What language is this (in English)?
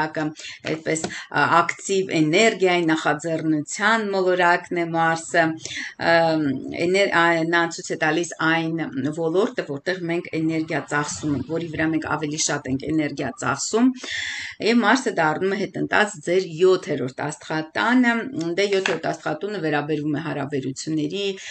Armenian